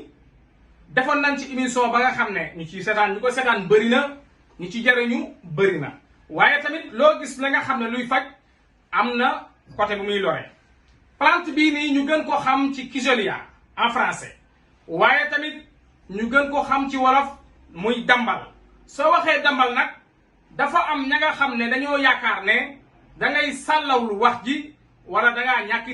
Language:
Wolof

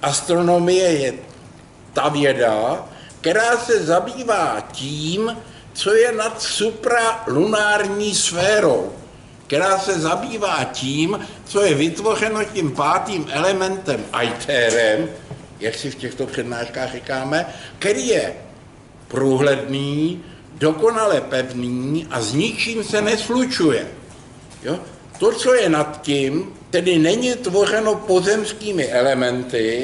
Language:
Czech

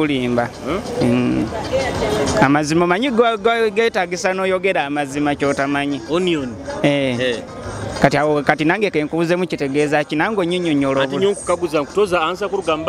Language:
Nyoro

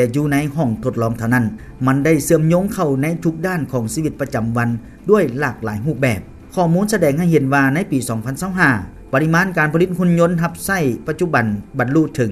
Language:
Lao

